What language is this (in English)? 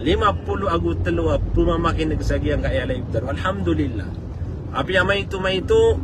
Maranao